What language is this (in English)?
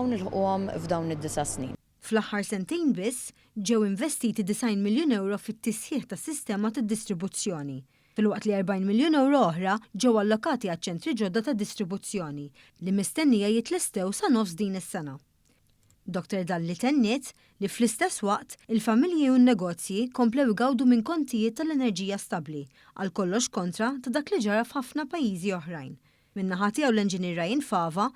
Maltese